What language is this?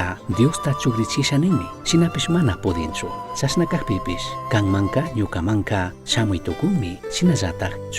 Chimborazo Highland Quichua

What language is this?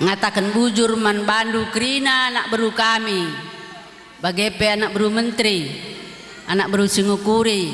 Batak Karo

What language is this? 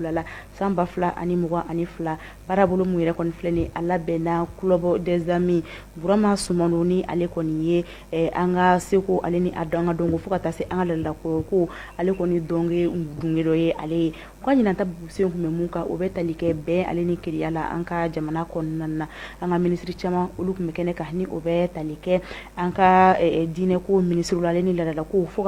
Bambara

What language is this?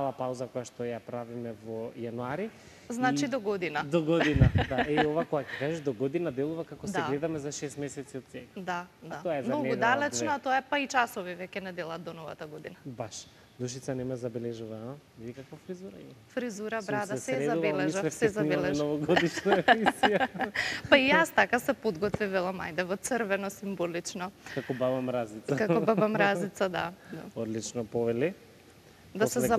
Macedonian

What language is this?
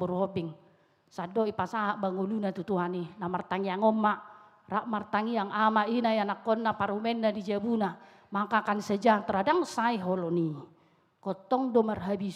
Batak Toba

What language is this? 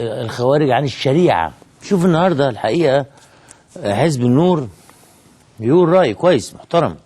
Egyptian Arabic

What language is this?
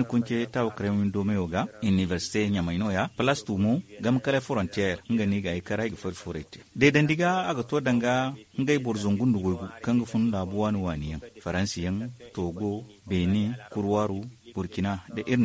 Zarma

